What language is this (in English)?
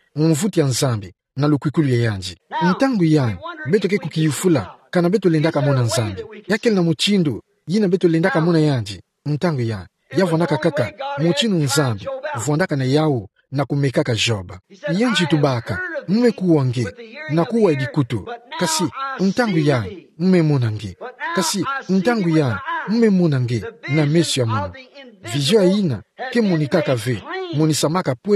Kituba (Democratic Republic of Congo)